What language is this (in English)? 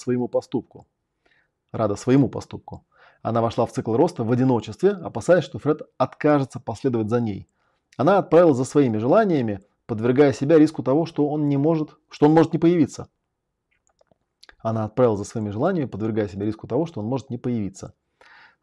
Russian